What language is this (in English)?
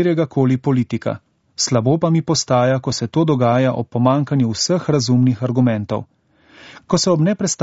Slovenian